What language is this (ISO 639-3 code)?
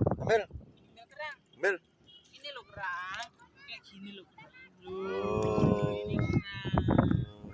bew